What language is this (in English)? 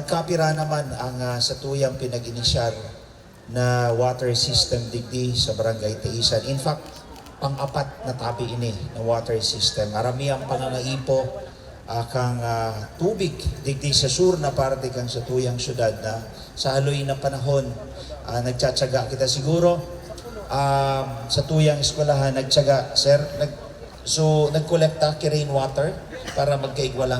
Bikol